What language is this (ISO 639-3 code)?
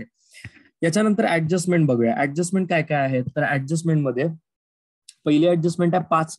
mar